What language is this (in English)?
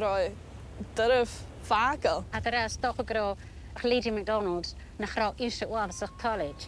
Scottish Gaelic